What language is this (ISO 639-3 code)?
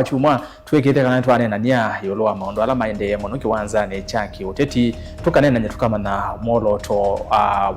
kam